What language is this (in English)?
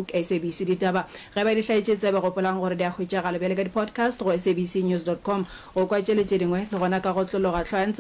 Northern Sotho